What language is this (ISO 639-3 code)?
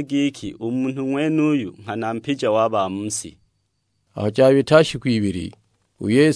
suk